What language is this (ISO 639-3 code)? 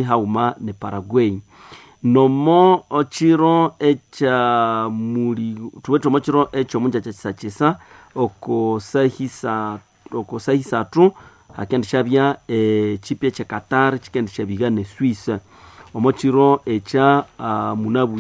nnb